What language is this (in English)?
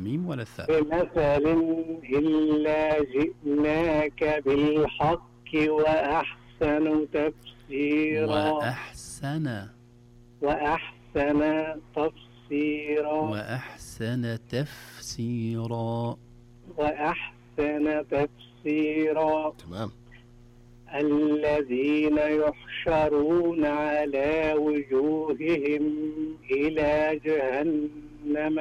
Arabic